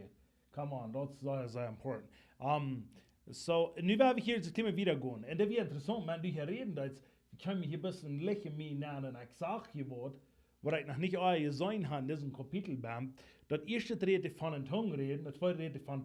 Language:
Plautdietsch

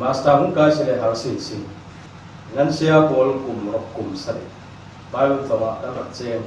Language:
Falam Chin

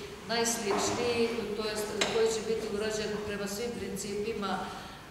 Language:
Serbian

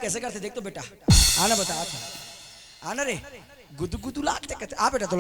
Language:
Chhattisgarhi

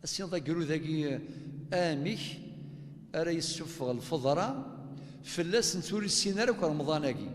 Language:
Kabyle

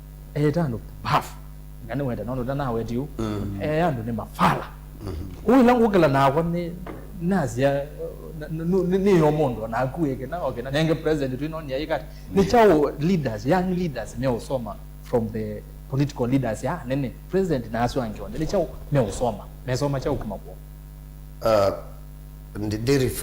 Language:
Kamba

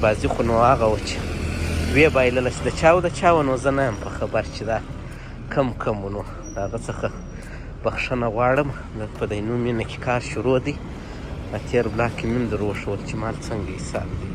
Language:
Pashto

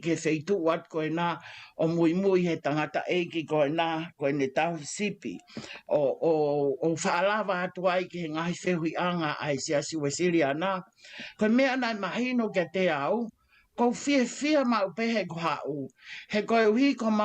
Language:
Tongan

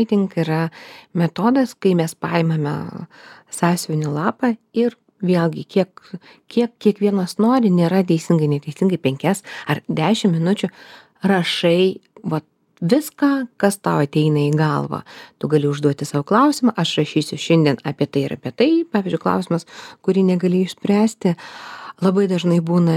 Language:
Lithuanian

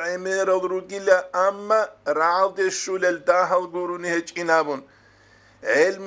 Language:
Avaric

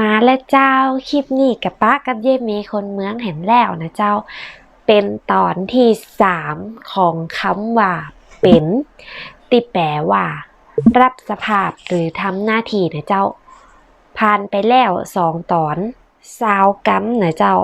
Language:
Northern Thai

